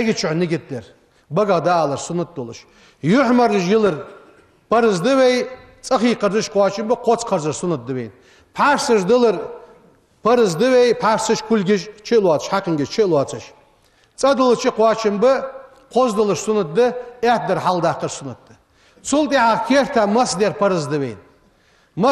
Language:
Ingush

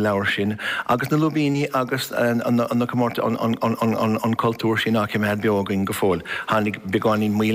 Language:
Irish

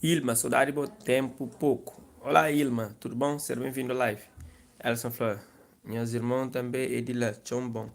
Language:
Kabuverdianu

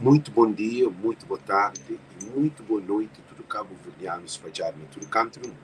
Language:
Kabuverdianu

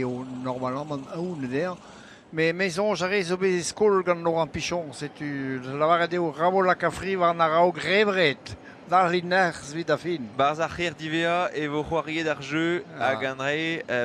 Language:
Breton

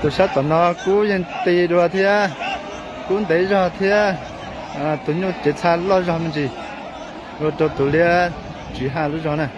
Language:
Hmong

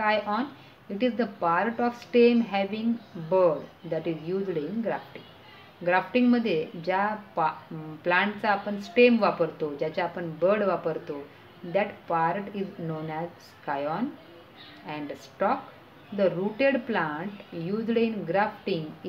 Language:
Marathi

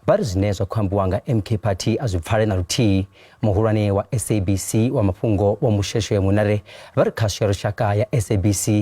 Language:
Venda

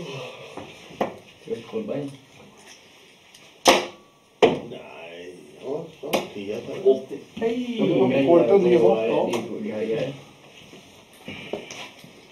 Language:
Norwegian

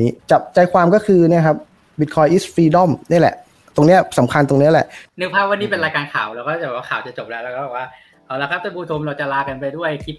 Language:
Thai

